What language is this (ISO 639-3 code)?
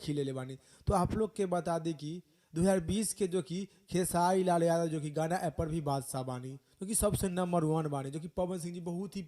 bho